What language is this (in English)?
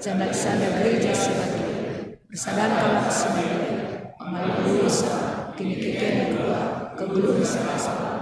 Batak Karo